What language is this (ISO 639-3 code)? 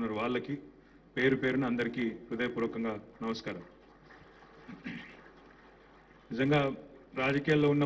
tel